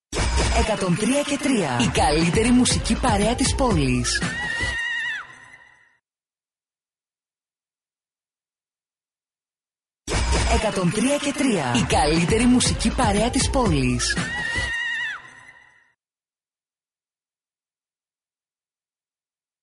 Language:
Greek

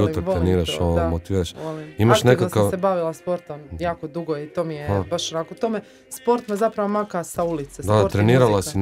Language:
Croatian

